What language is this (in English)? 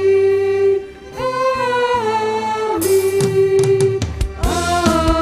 Batak Karo